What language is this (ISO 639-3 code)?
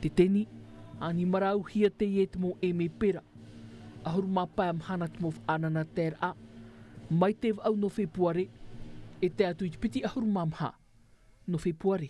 tah